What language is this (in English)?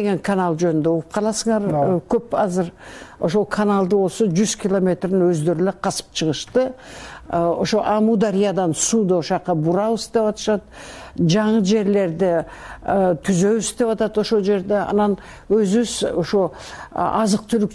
Kyrgyz